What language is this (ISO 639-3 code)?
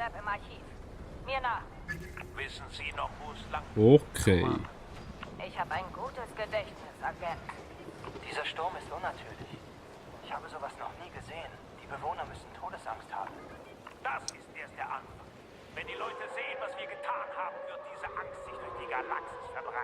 gsw